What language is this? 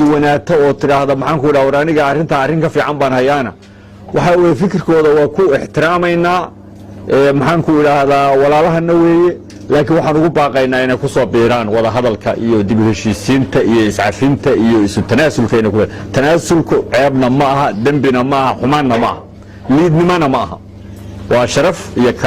Somali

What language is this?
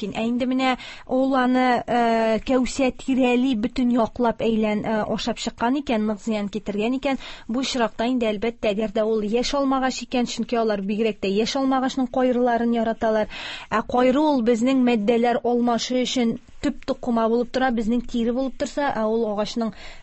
Tatar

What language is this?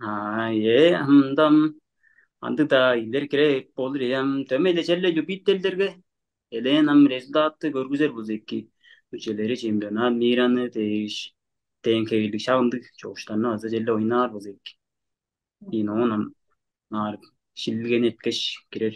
Tuvinian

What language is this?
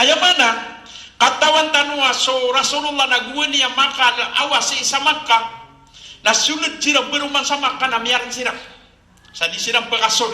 Maranao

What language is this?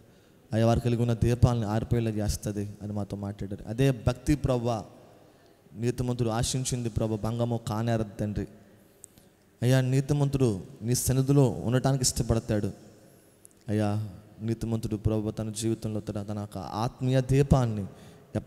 Telugu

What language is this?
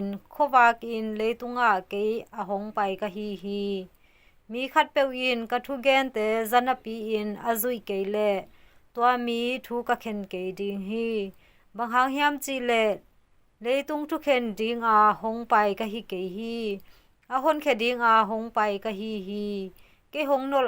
Tedim Chin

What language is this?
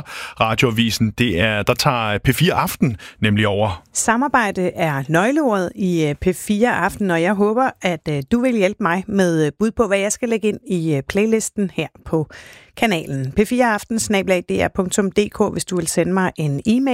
Danish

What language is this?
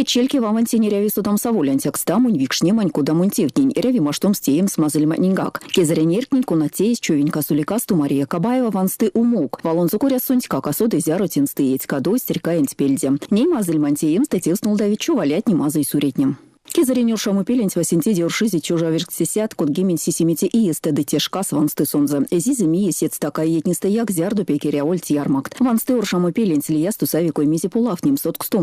Erzya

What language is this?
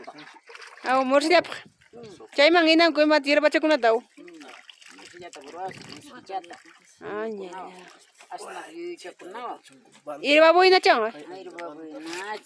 Ayacucho Quechua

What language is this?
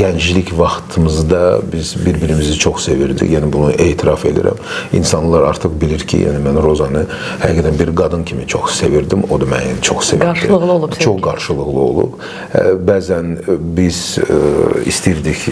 Azerbaijani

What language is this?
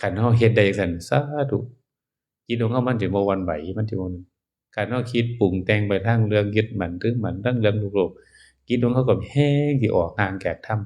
Northeastern Thai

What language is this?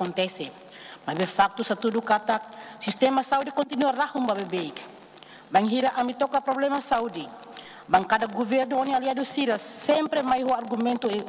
Tetum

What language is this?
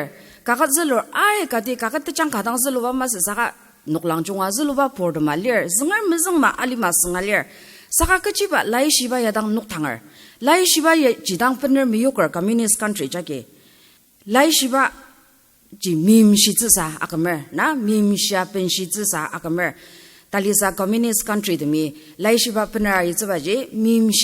Ao Naga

